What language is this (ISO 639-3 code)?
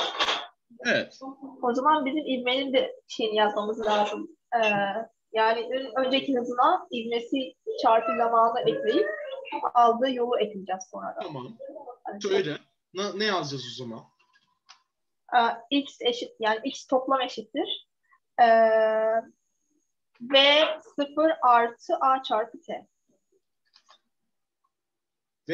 tur